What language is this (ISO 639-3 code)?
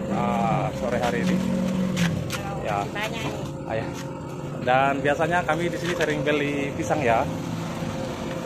ind